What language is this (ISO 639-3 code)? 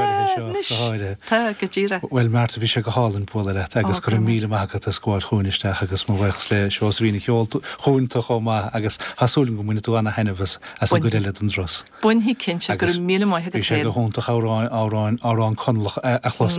gle